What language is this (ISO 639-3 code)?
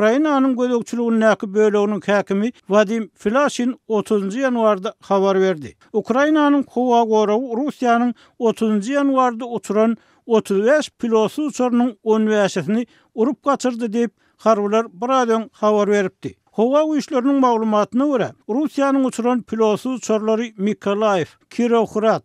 tuk